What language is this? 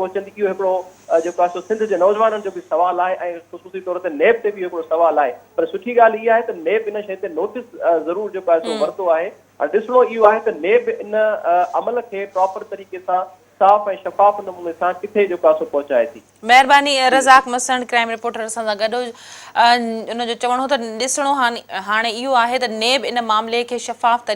Sindhi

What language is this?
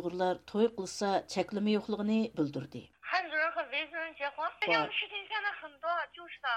Uyghur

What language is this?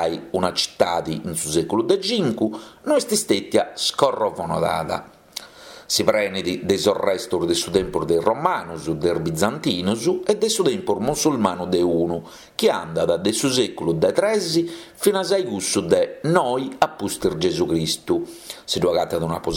Sardinian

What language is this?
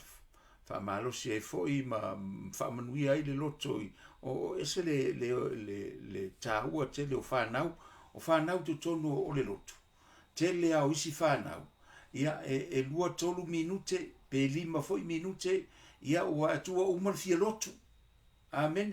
Samoan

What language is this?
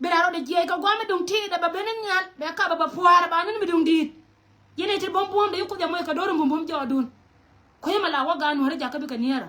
Nuer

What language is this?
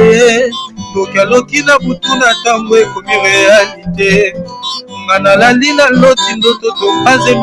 Lingala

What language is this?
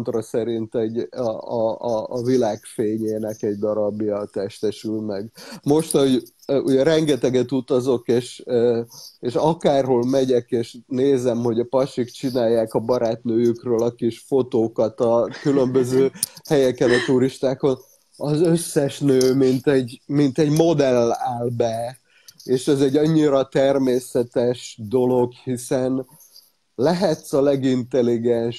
Hungarian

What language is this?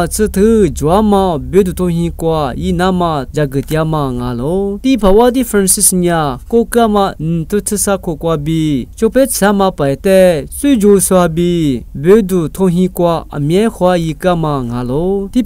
Lisu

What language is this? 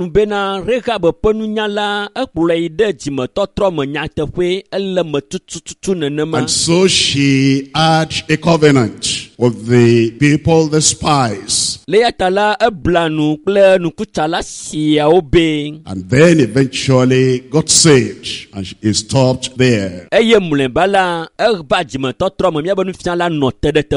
Ewe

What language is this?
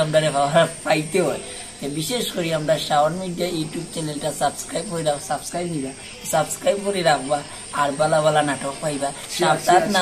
Sylheti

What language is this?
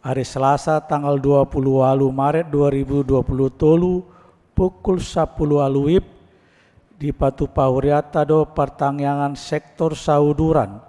Batak Toba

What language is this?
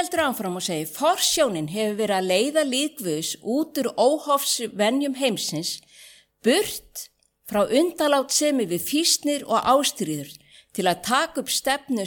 Icelandic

